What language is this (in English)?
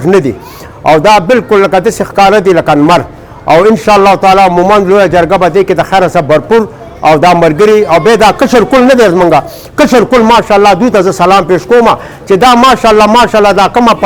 Pashto